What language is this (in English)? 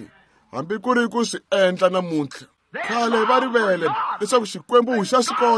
Tsonga